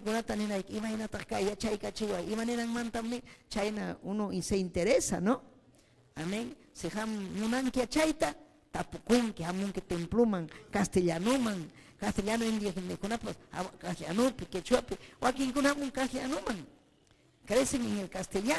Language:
Ayacucho Quechua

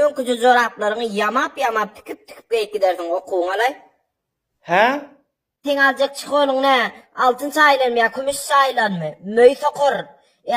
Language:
Turkmen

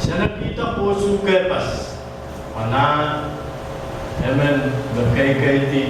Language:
Pohnpeian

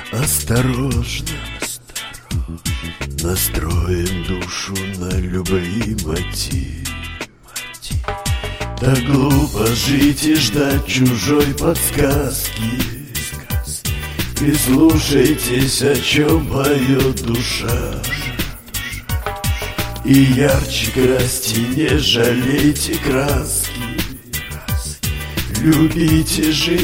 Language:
Russian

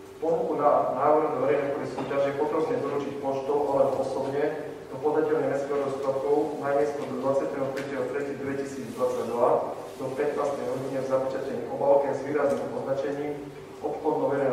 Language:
Slovak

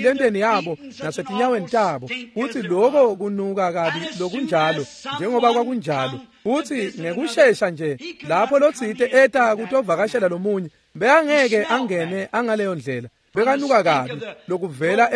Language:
Swati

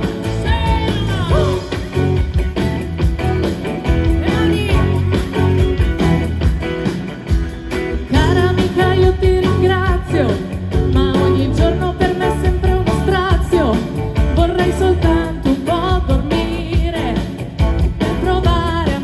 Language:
Italian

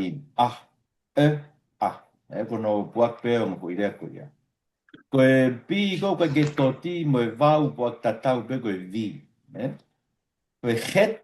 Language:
Tongan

